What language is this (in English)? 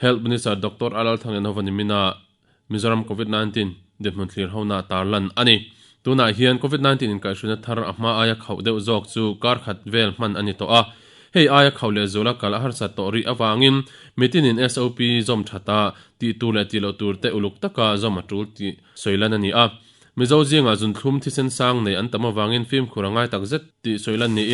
Mizo